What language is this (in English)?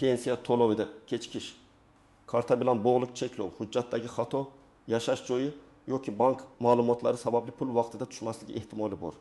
Uzbek